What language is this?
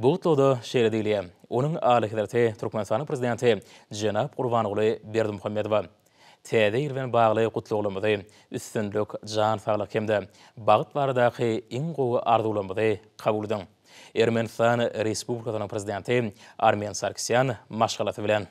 Turkmen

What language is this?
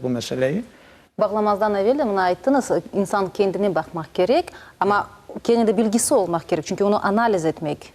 Crimean Tatar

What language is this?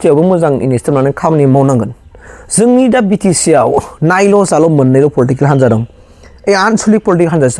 Bodo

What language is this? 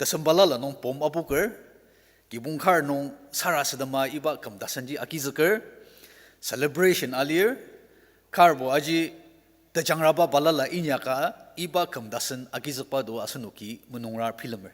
Ao Naga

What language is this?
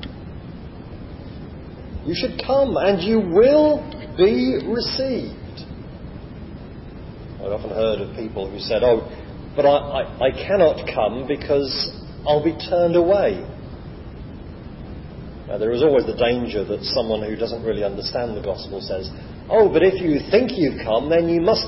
English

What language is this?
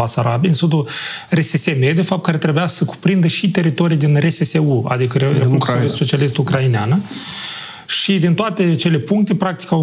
Romanian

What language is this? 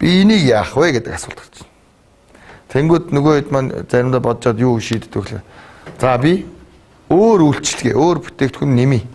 Mongolian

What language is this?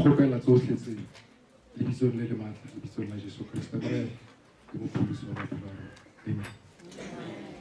Tswana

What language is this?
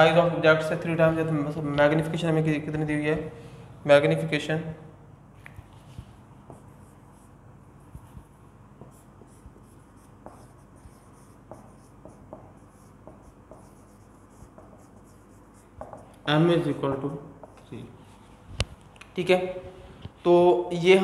Hindi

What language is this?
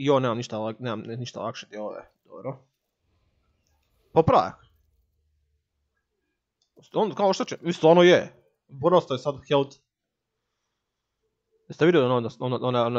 Croatian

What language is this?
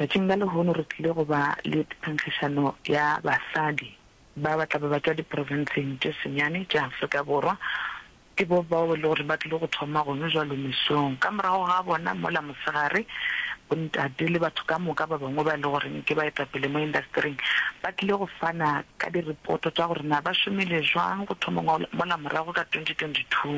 Northern Sotho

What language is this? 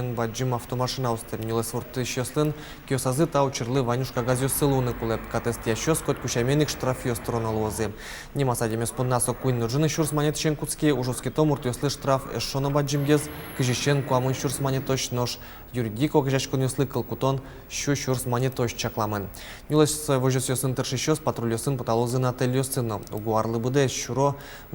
Udmurt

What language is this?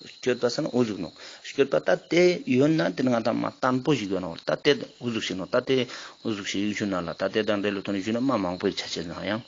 Ladakhi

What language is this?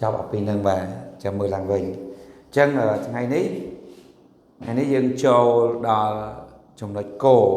Khmer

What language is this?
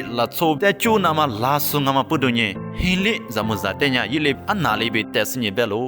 Lisu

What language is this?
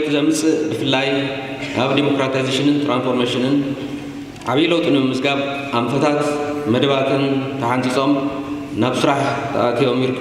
Tigrinya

